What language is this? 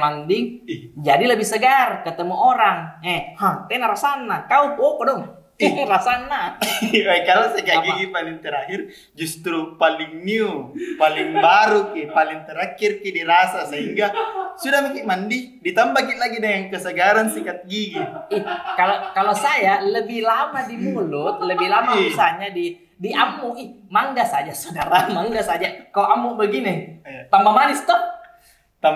Makassar Malay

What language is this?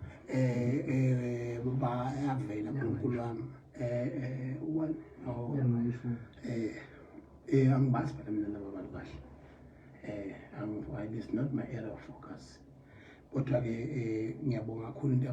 Zulu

